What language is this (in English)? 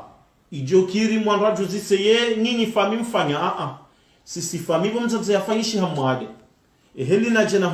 Ngazidja Comorian